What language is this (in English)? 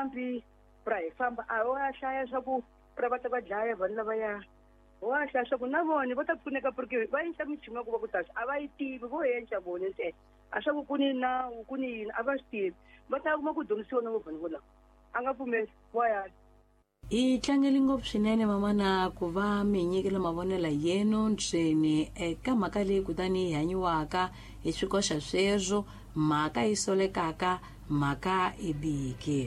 Tsonga